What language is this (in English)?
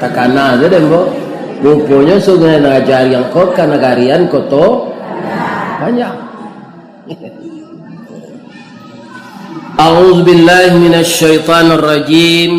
Minangkabau